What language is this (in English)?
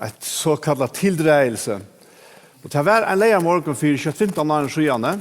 Faroese